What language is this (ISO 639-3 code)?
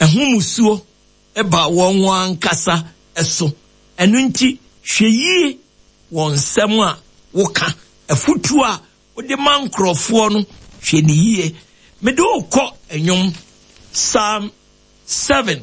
aka